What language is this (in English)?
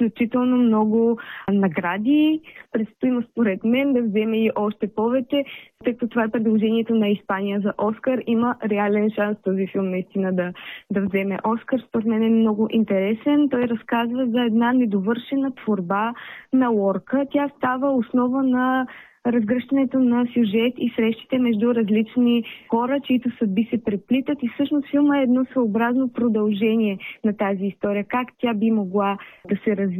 Bulgarian